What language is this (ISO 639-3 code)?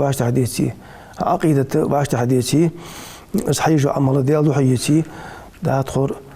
inh